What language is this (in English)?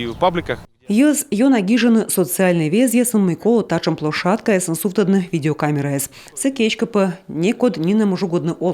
Komi